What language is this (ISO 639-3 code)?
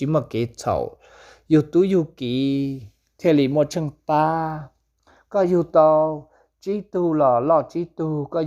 hmn